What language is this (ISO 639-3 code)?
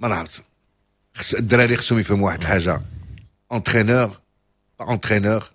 ary